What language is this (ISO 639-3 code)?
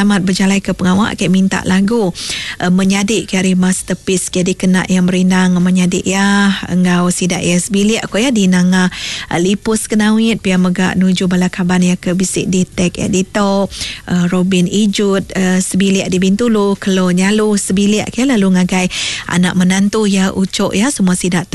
iba